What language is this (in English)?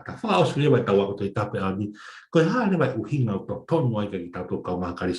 Tongan